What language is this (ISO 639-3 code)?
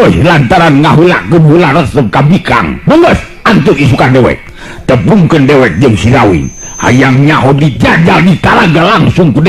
sun